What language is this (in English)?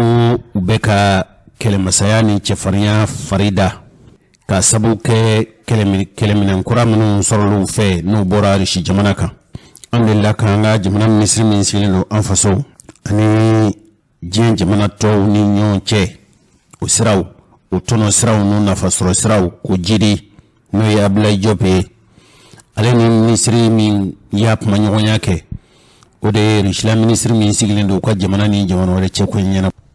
Bambara